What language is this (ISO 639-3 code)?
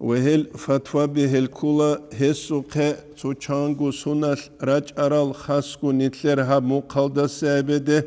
ava